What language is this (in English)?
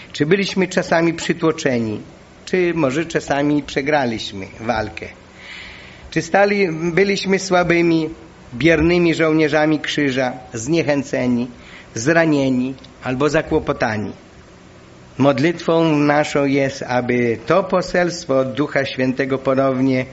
Polish